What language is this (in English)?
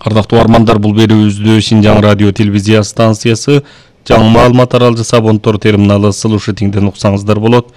Kyrgyz